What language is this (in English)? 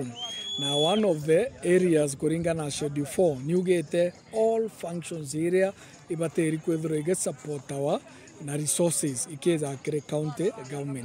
Meru